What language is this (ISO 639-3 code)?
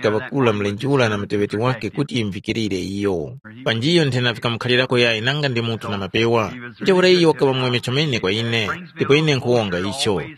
tum